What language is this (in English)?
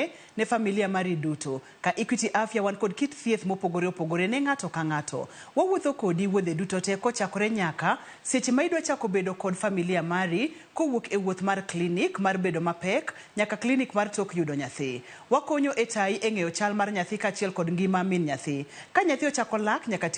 Luo (Kenya and Tanzania)